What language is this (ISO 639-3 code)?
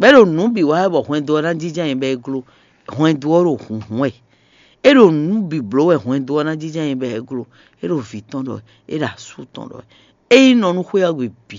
fon